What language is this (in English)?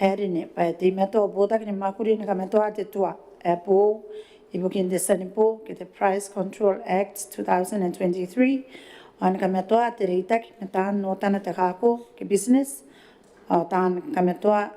Gilbertese